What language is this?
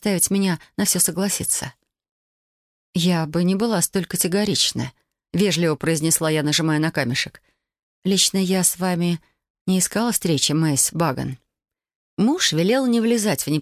Russian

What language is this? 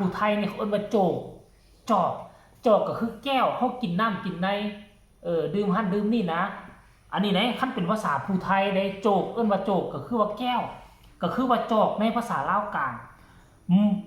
Northeastern Thai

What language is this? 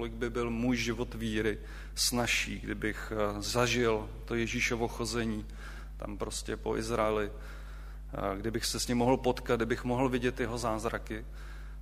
Czech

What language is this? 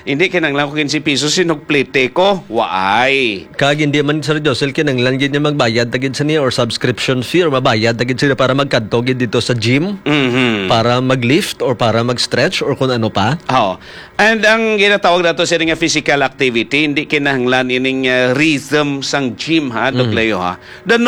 Hiligaynon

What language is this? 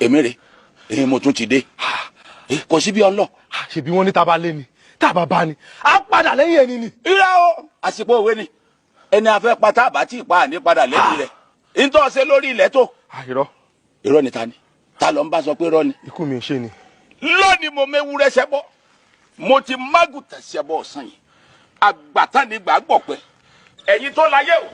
Yoruba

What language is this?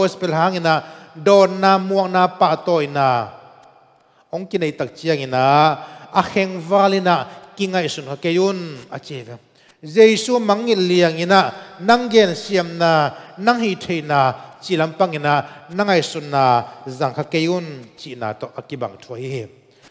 Tedim Chin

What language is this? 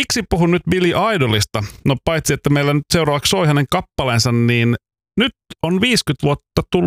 Finnish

